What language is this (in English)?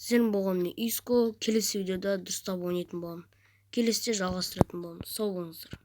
Kazakh